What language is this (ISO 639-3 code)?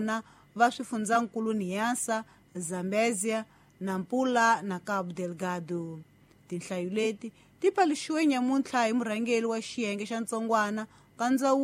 tso